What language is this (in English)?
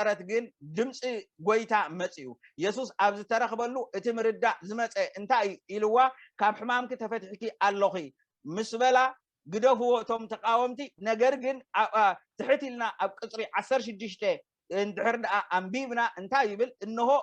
Tigrinya